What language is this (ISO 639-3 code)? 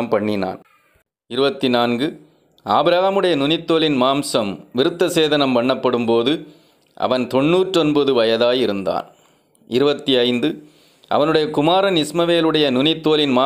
tam